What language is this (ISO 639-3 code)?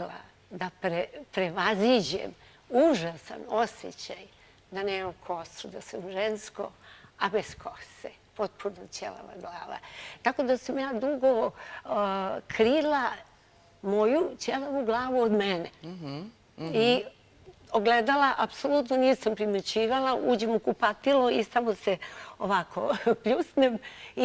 srp